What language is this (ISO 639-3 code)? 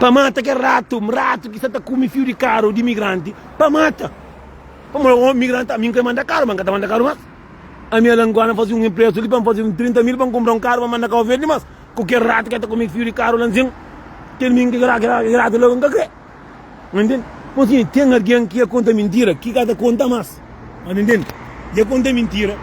kea